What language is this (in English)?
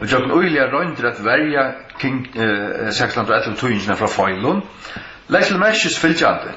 Faroese